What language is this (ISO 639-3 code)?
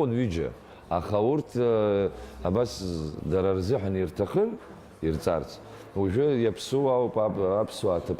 abk